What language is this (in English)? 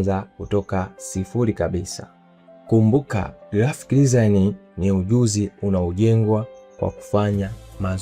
Swahili